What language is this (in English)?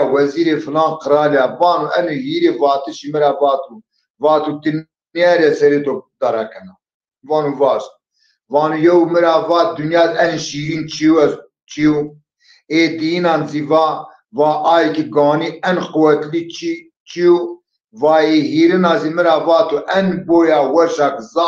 Zaza